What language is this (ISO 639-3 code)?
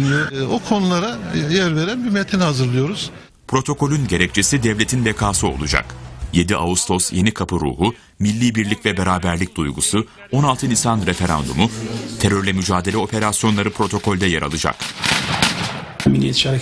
tur